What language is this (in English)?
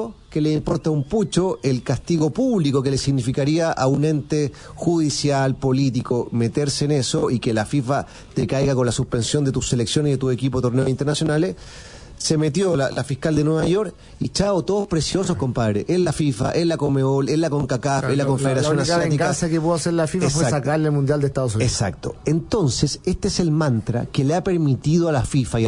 Spanish